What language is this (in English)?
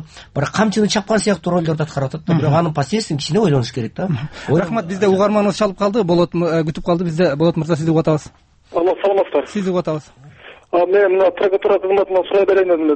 Kyrgyz